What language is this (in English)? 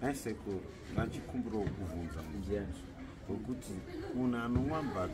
Shona